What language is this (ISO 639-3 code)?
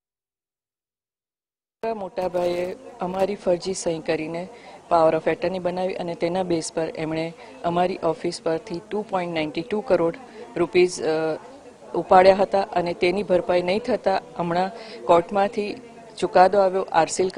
guj